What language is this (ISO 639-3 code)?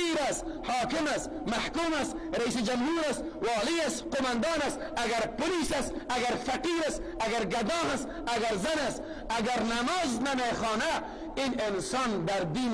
fas